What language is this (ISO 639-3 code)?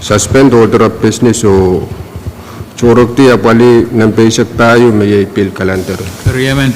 pon